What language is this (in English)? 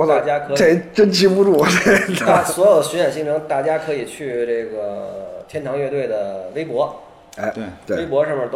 Chinese